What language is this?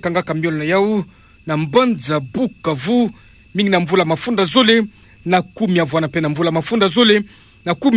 Kituba (Democratic Republic of Congo)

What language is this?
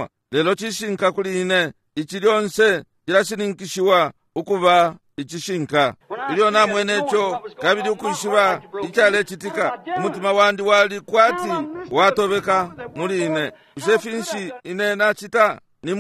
Bemba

